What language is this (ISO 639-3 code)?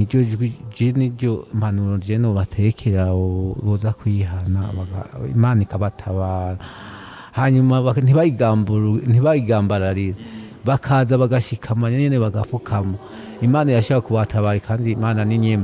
run